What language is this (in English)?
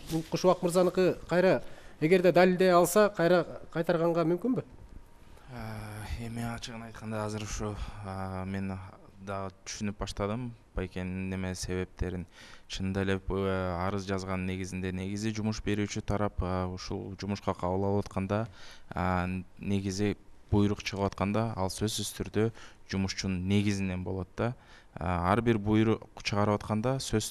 Kyrgyz